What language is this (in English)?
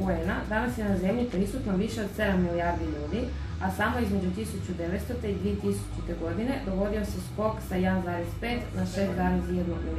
Croatian